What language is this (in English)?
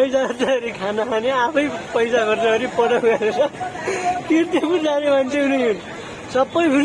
Nepali